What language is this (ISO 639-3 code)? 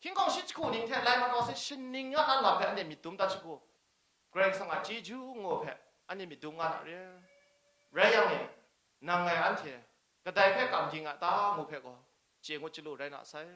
kac